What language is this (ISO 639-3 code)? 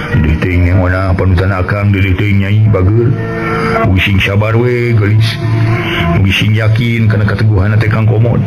sun